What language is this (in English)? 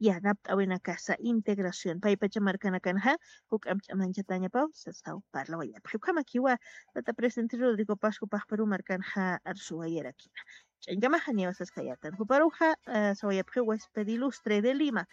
Aymara